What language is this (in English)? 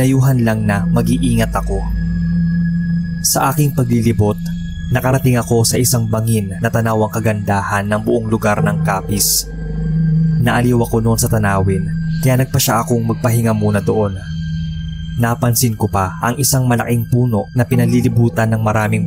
Filipino